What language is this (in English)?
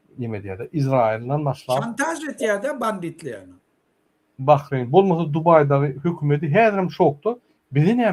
Turkmen